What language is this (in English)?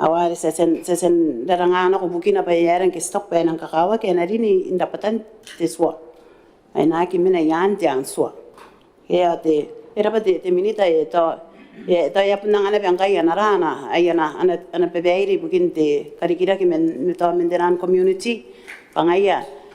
Gilbertese